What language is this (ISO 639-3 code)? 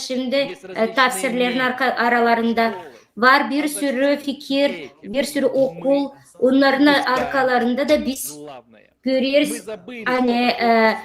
gag